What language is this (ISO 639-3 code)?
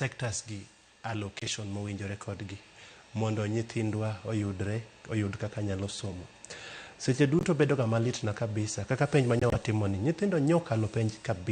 luo